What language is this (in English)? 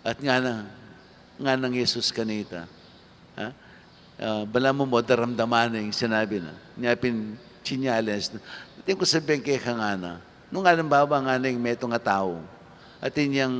Pampanga